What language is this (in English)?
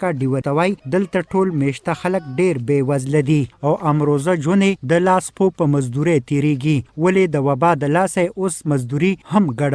Pashto